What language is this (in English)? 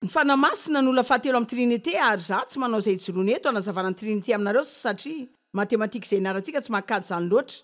Malagasy